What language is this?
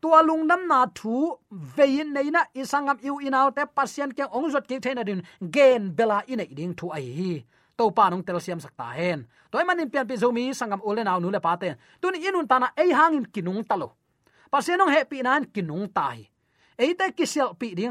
Tedim Chin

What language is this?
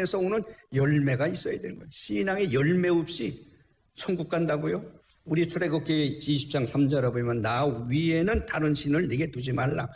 Korean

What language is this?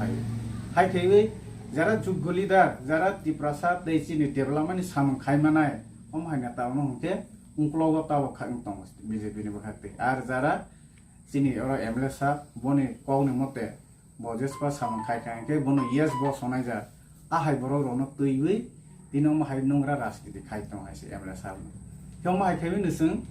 Kok Borok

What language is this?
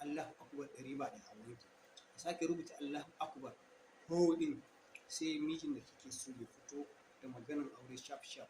Hausa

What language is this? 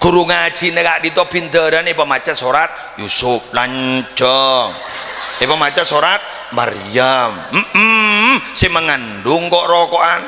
Madurese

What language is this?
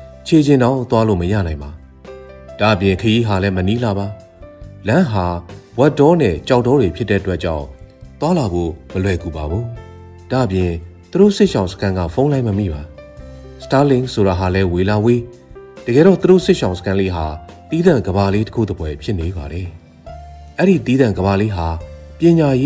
Burmese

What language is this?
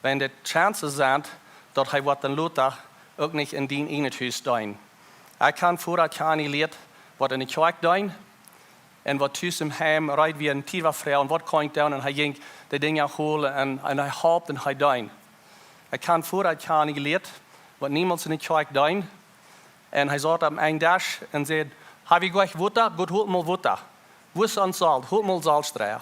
Plautdietsch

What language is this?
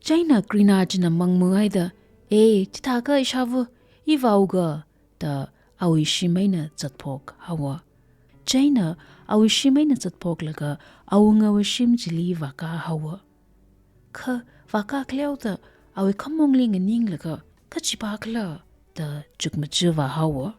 Tangkhul Naga (India)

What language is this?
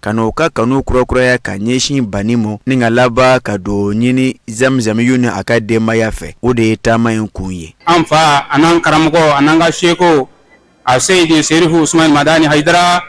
Bambara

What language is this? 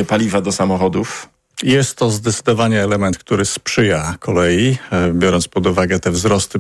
Polish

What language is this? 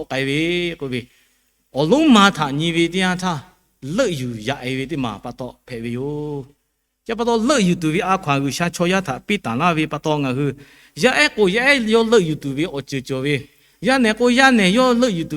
Lahu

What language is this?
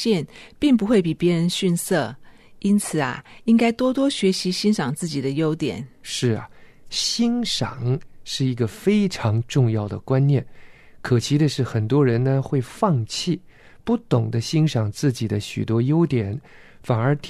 Chinese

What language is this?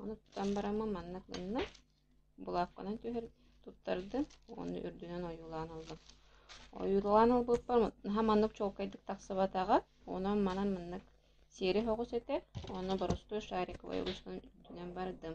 Yakut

